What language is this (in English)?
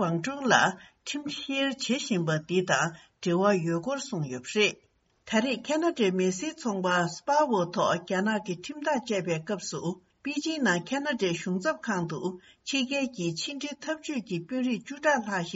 Tibetan